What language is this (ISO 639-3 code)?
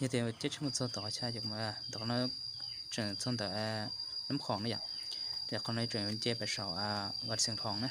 hmn